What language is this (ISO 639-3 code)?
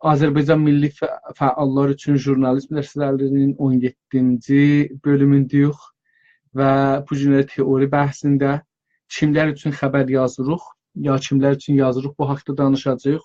azb